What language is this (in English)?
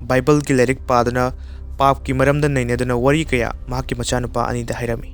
Manipuri